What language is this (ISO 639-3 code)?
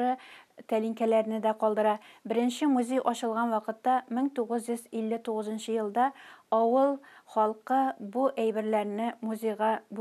tat